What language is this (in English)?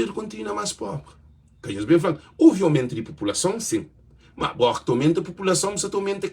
Kabuverdianu